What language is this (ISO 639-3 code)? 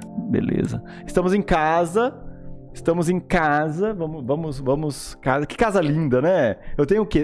por